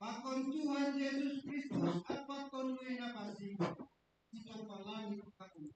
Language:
Batak Simalungun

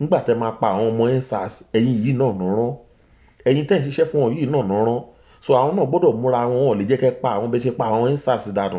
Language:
Yoruba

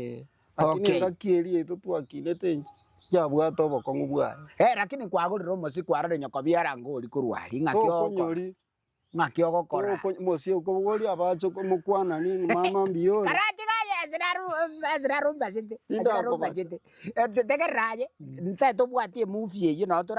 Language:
Gusii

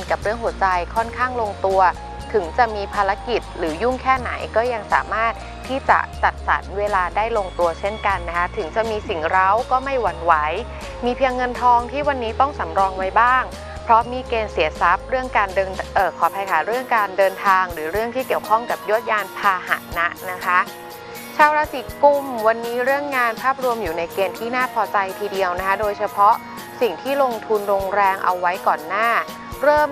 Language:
Thai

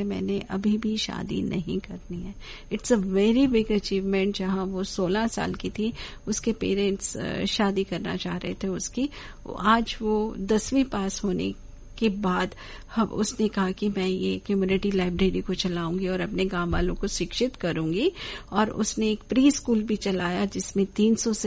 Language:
Hindi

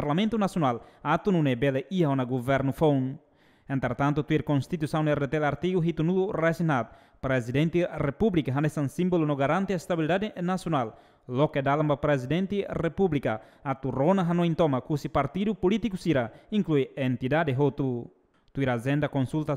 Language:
Tetum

